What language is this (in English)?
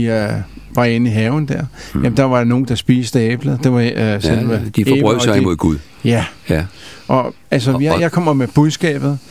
Danish